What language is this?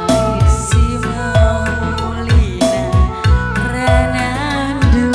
Batak Karo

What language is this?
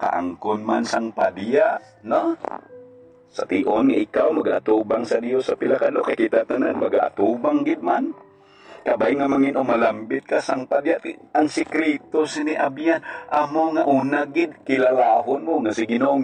Hiligaynon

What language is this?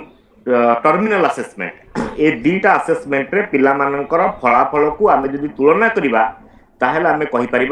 Odia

